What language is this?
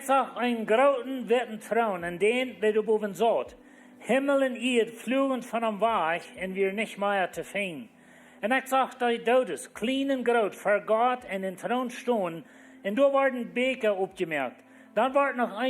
Plautdietsch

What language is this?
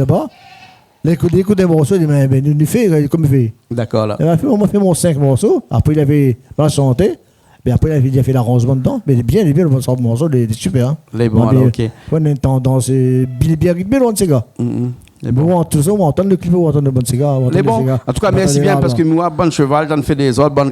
Réunion Creole French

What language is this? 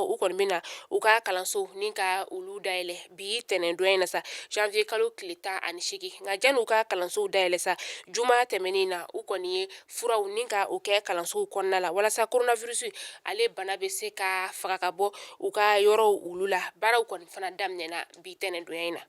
Bambara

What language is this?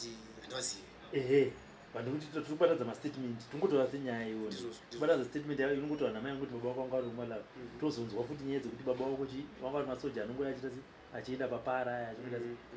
Shona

